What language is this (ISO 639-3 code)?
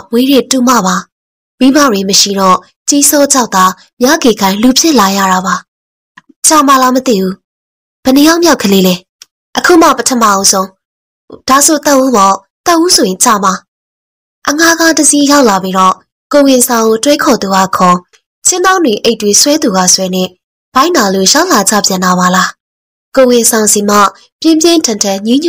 mya